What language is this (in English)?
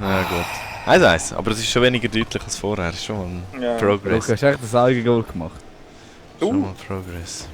Swiss German